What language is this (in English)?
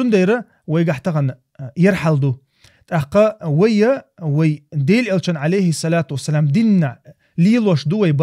Chechen